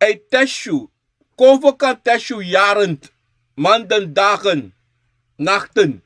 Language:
Sranan Tongo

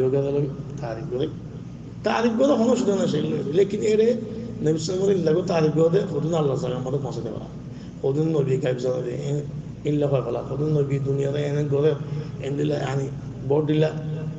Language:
Rohingya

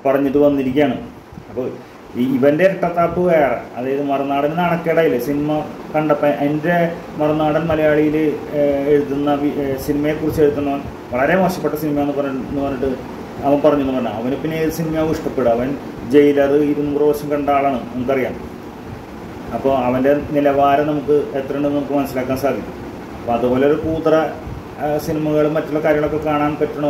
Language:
Malayalam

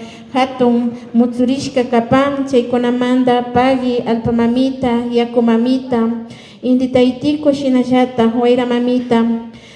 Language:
Imbabura Highland Quichua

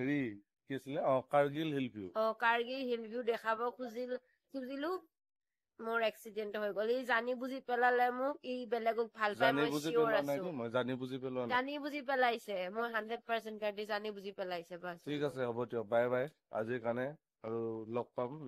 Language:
Assamese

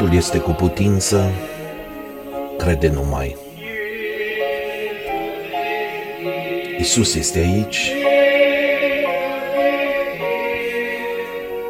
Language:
Romanian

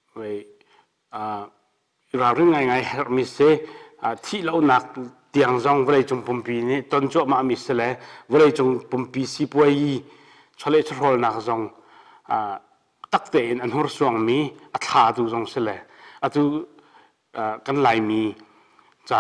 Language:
Hakha Chin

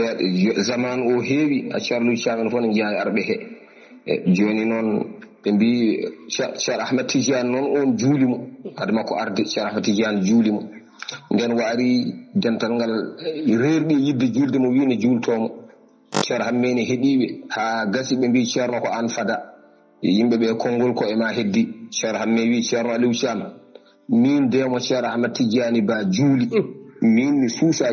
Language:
Fula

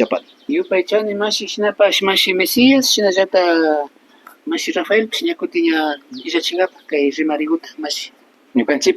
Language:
Imbabura Highland Quichua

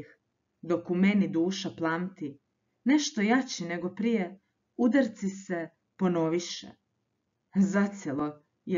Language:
Croatian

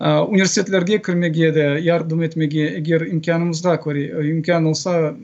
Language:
Crimean Tatar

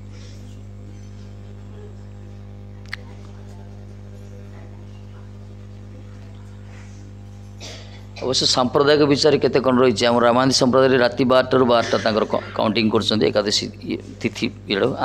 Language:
Odia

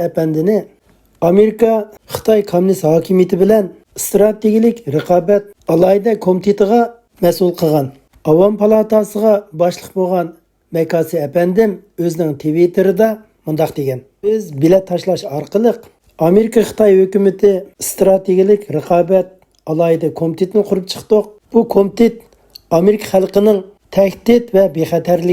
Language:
Uyghur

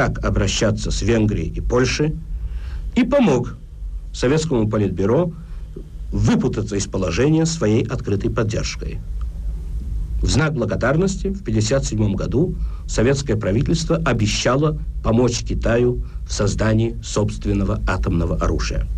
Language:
Russian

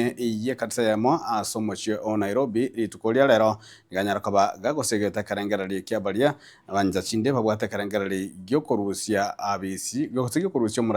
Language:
Gusii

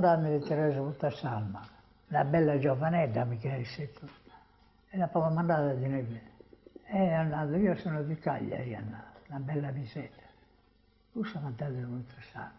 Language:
Sardinian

